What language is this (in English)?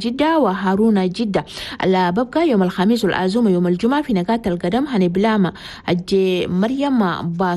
Chadian Arabic